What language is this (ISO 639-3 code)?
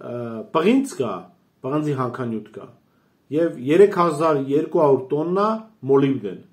hye